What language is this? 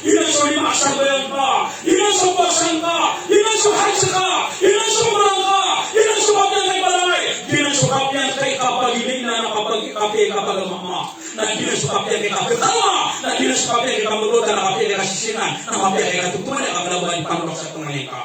Maranao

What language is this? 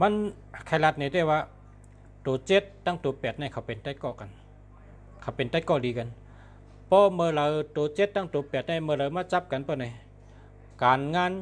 Shan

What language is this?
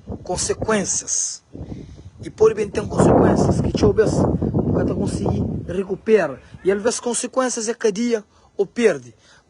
Kabuverdianu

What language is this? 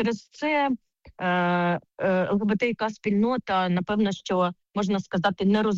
Ukrainian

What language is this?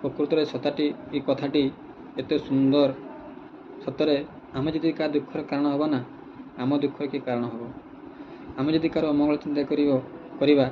Odia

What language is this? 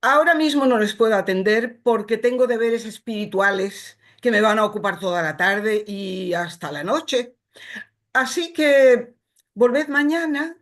Ladino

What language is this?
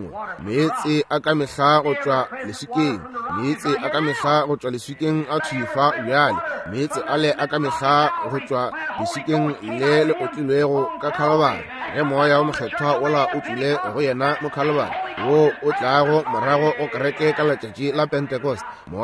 Northern Sotho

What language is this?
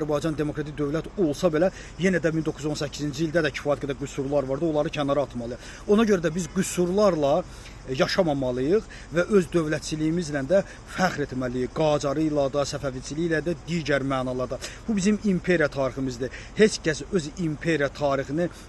Azerbaijani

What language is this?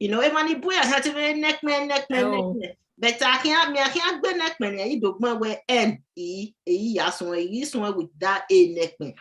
Bini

